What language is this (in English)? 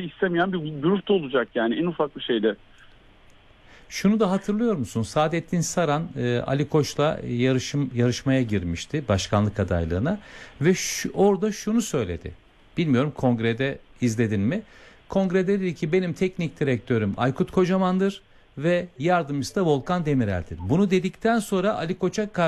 Turkish